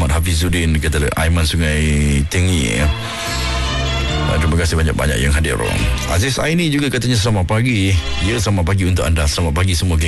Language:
Malay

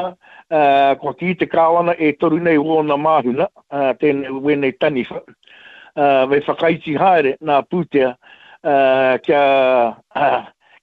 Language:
Māori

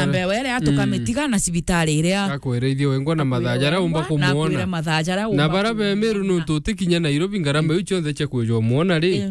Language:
Meru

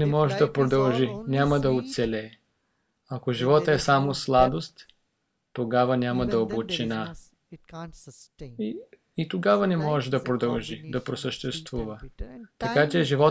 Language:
Bulgarian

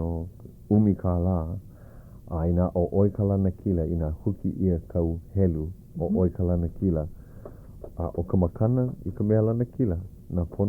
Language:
Hawaiian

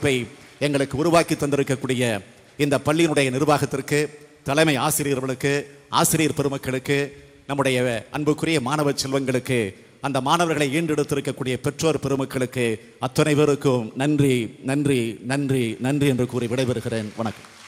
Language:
Tamil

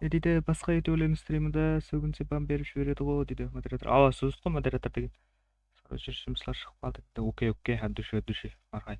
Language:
Kara-Kalpak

